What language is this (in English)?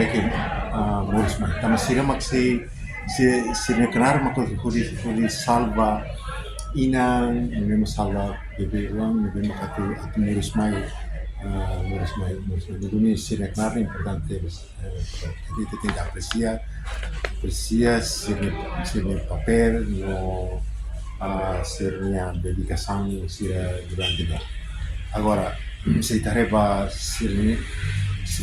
Tetum